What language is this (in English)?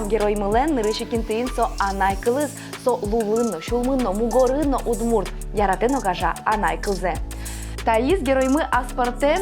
Udmurt